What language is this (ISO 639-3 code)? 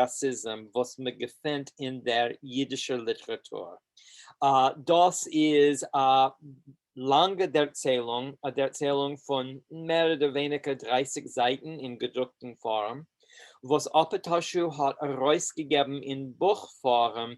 yid